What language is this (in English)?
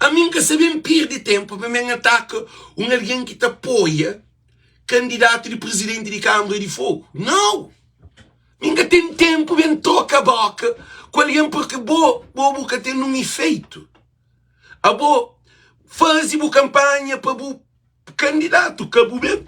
Kabuverdianu